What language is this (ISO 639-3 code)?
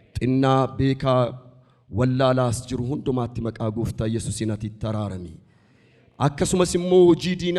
orm